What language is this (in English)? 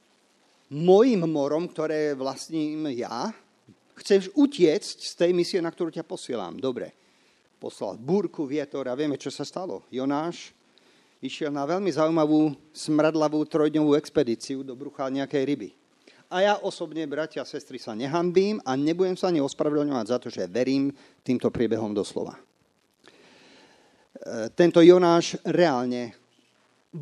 Slovak